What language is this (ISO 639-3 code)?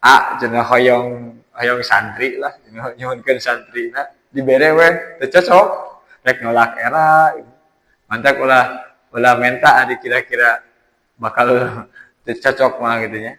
sun